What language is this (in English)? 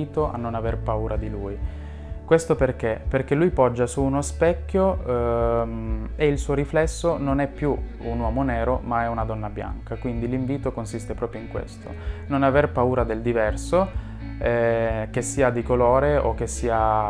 Italian